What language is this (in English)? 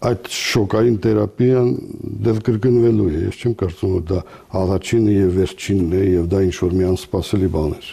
Armenian